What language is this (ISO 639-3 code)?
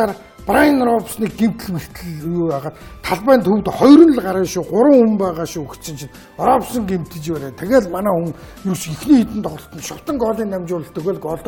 mon